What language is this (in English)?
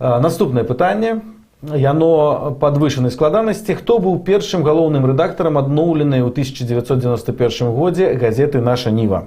Belarusian